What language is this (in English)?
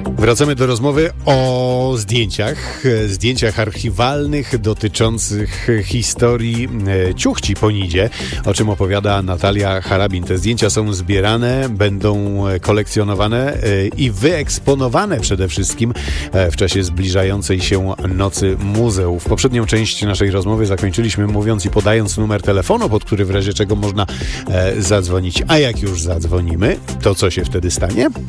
Polish